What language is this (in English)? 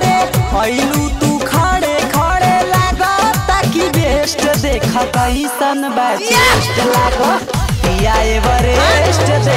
Bhojpuri